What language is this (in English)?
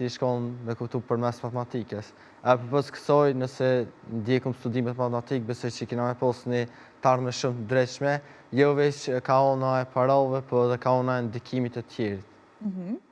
Albanian